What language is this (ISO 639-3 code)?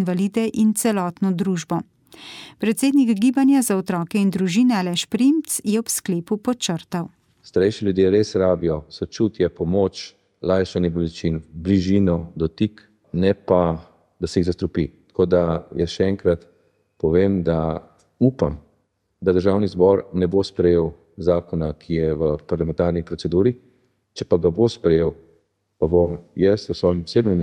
slv